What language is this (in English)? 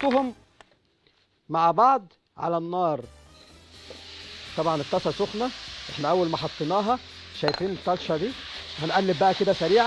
Egyptian Arabic